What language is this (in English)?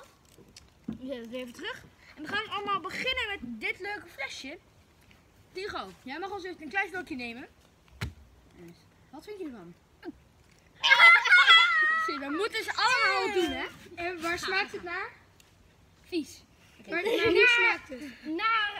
Dutch